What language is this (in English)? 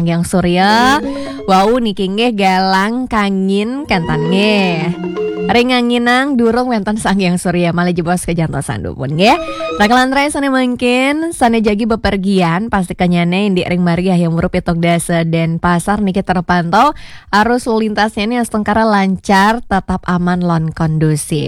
Balinese